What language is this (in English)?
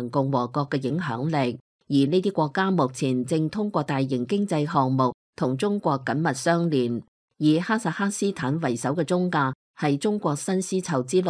Cantonese